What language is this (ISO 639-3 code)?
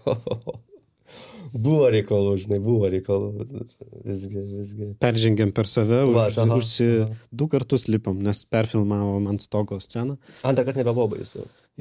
lit